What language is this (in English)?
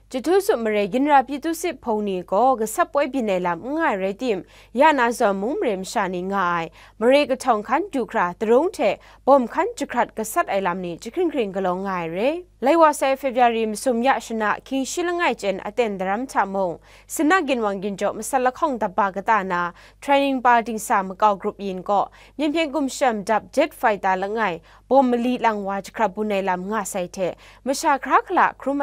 Kachin